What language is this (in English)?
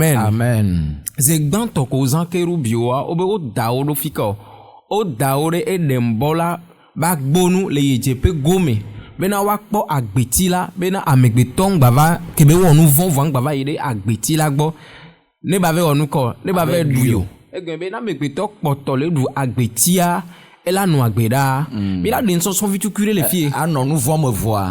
Ewe